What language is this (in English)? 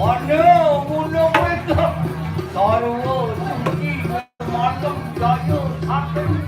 Balinese